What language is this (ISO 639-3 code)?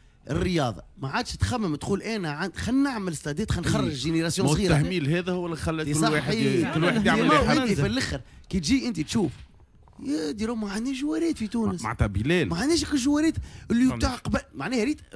aeb